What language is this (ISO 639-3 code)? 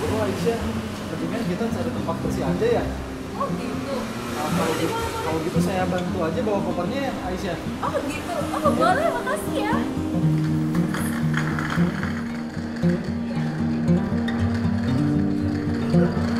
ind